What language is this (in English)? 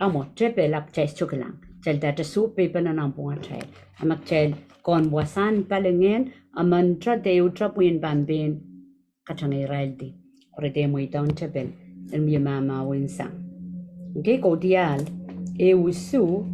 Pohnpeian